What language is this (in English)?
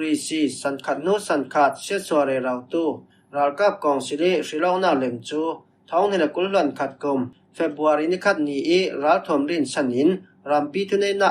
Falam Chin